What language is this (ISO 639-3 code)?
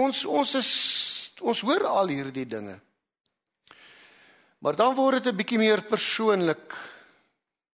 afr